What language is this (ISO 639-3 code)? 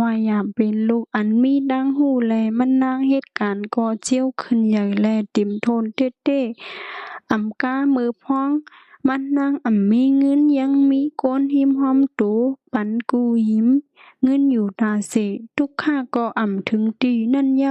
shn